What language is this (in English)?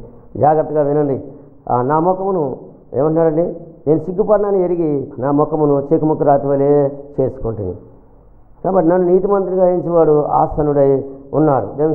Telugu